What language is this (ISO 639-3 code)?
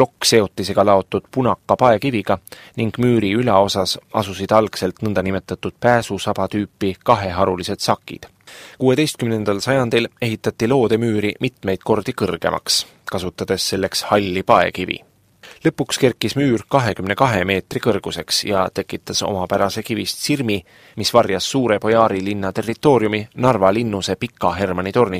est